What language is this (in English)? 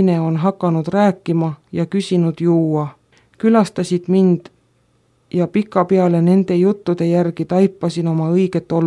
Estonian